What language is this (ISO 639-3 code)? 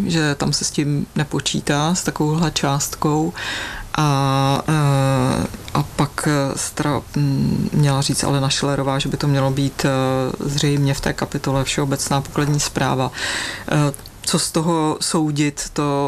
ces